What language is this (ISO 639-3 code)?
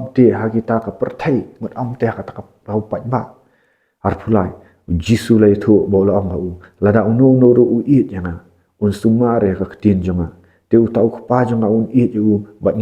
kha